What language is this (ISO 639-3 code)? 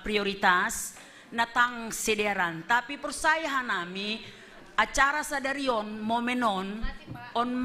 bts